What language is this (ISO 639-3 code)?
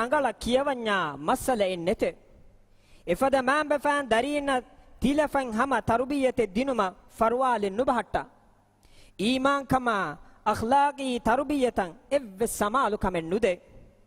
div